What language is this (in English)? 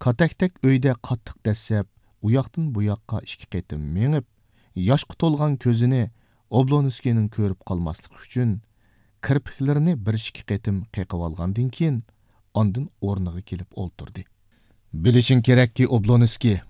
Uyghur